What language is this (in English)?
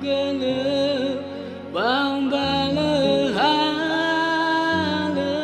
Nias